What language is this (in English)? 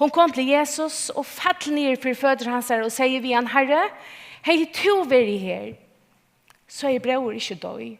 Faroese